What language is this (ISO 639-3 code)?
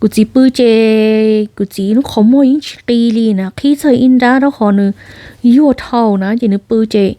hmn